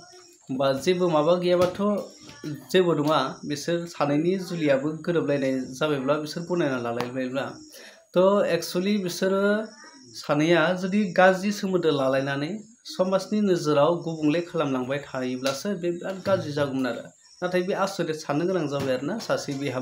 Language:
Bodo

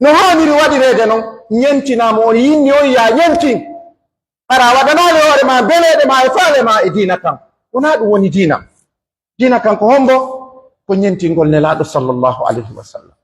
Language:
Pular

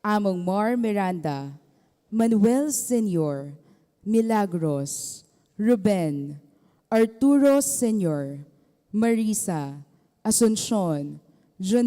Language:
Pampanga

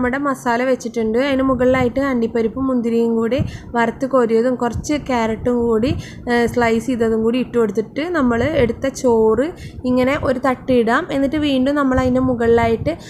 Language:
Malayalam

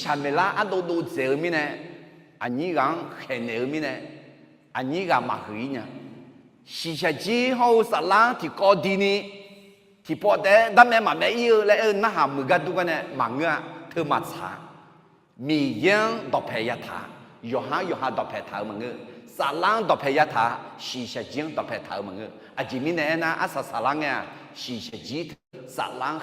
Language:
Akha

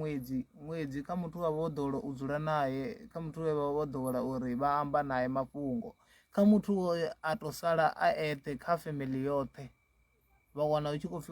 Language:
Venda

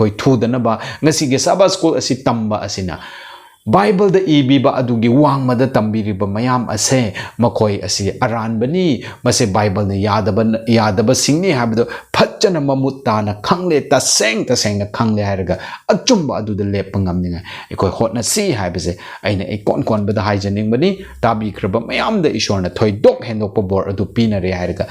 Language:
Manipuri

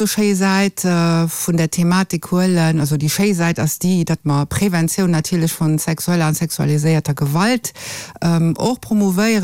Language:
Luxembourgish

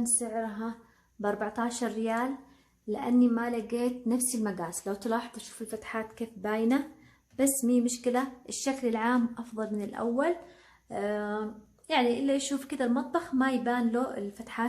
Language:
Hijazi Arabic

